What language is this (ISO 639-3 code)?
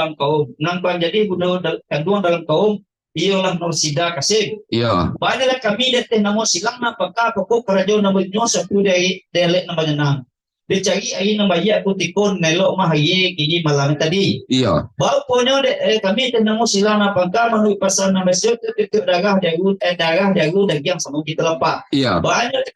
min